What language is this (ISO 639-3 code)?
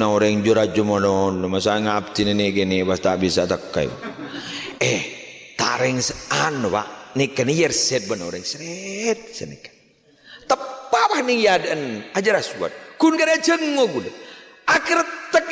mad